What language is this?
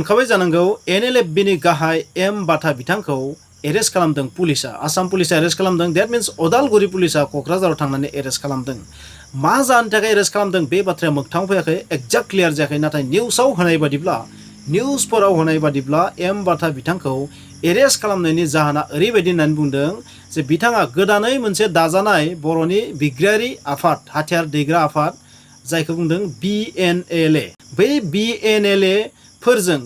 Bodo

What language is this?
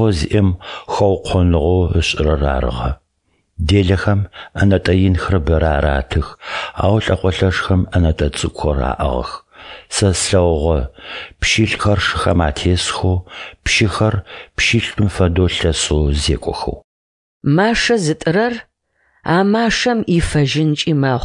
Adyghe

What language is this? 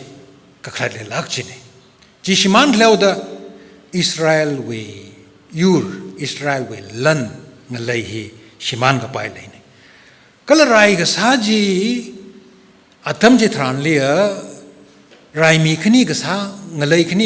Tangkhul Naga (India)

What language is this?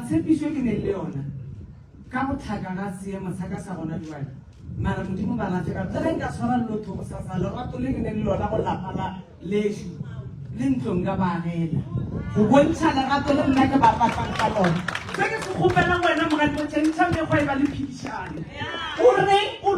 Northern Sotho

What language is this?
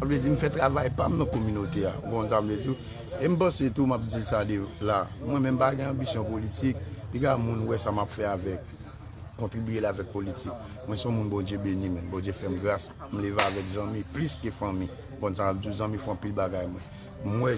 Haitian Creole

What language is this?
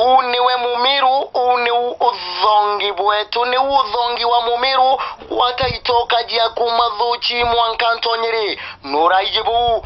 Meru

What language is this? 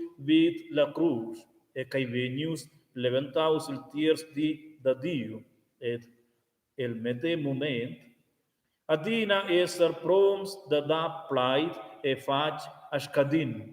Romansh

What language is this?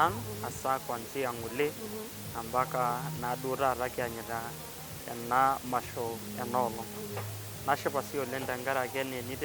Masai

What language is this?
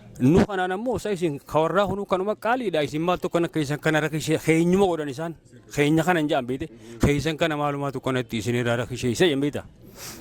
Oromo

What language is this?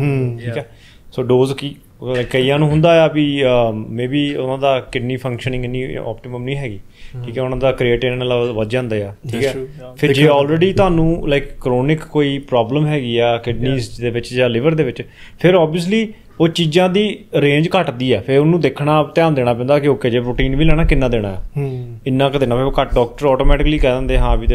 Punjabi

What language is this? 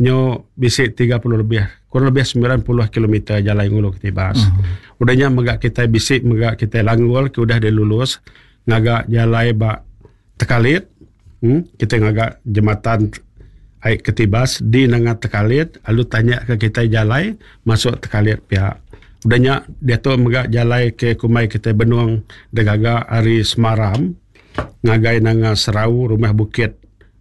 Iban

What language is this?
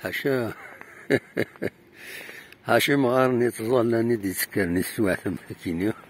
Kabyle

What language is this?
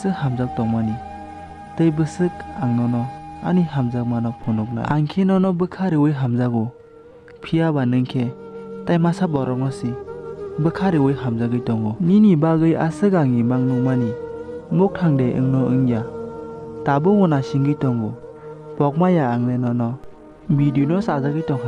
Kok Borok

